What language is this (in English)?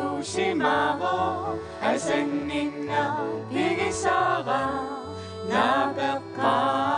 Kalaallisut